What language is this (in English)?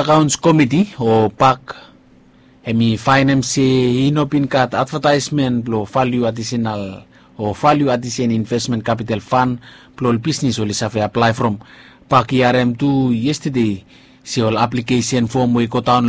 Bislama